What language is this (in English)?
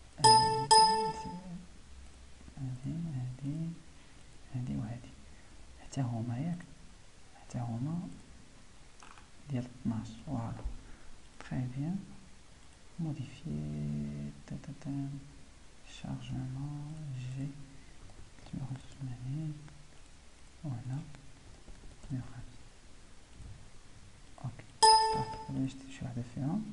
Moroccan Arabic